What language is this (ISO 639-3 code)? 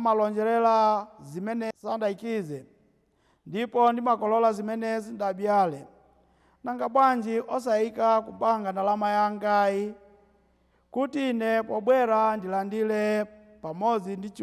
nya